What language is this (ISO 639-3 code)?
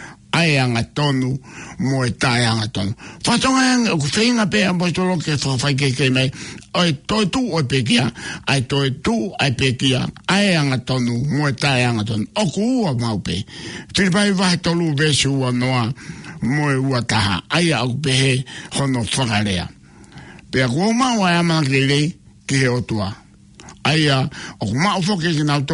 ton